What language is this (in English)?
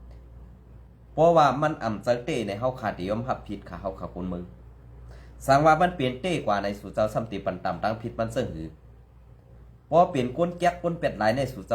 Shan